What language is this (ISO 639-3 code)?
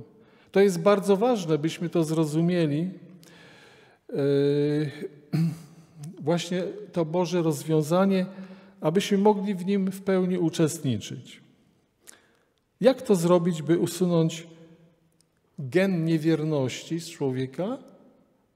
pol